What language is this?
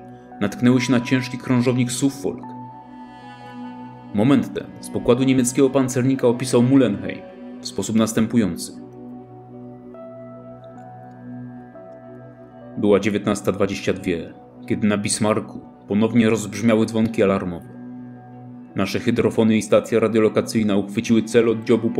Polish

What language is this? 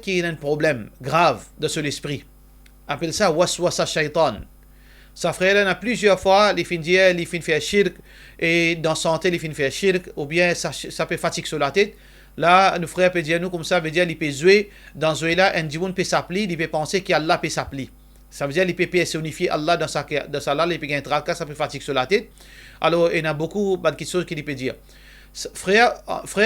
Morisyen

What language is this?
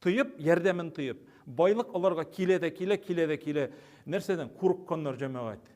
Tatar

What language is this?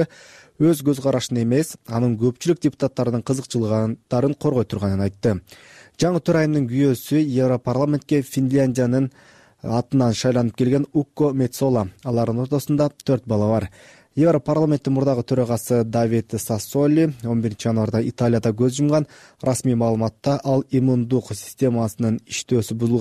Kyrgyz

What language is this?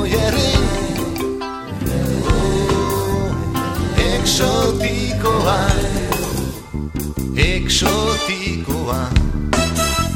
Basque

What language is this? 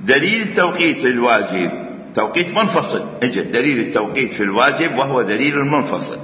Mesopotamian Arabic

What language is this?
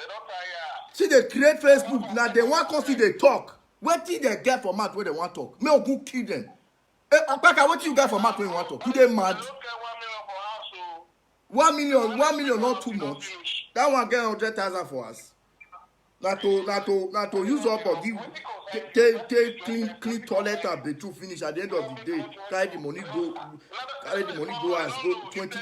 Nigerian Pidgin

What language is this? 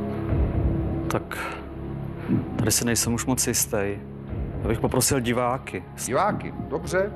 Czech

